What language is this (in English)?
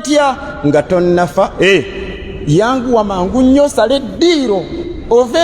Ganda